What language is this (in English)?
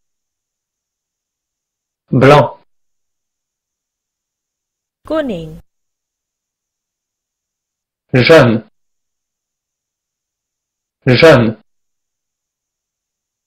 Indonesian